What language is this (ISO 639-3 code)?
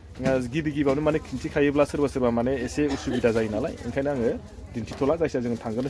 brx